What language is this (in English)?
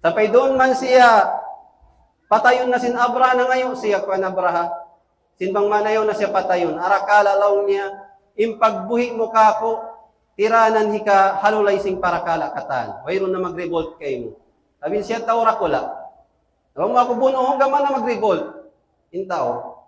Tausug